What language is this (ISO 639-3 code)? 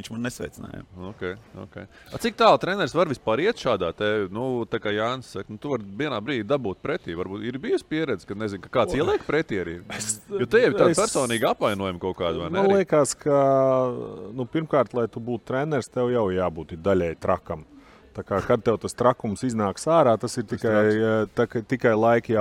lav